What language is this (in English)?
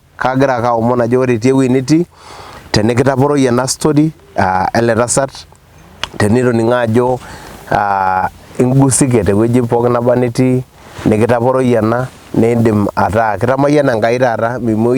Masai